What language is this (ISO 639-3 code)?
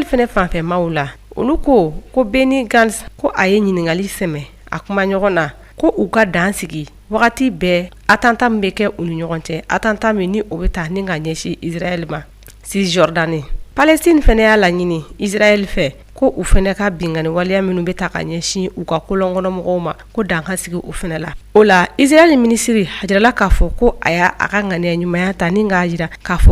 bam